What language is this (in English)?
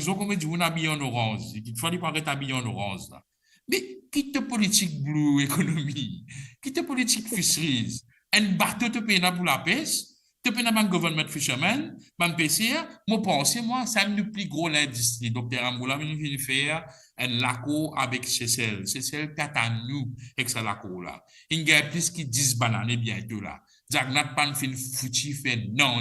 Morisyen